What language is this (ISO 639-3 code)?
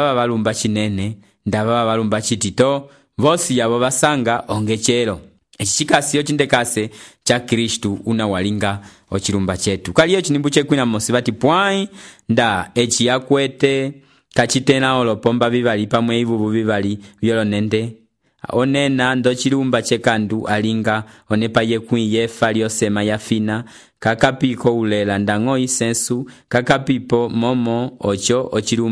umb